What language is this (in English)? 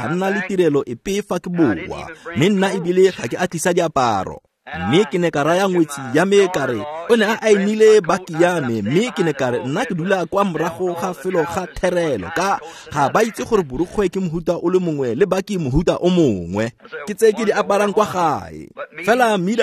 Tswana